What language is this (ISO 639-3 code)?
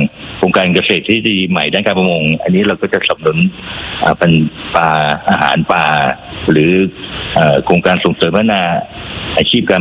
tha